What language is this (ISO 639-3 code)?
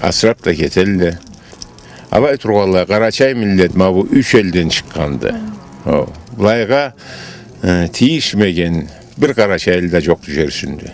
krc